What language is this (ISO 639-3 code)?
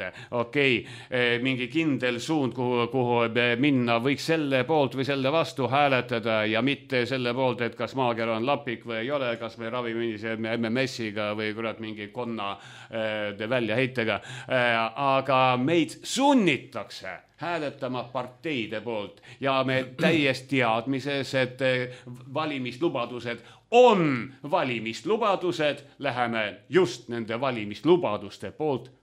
est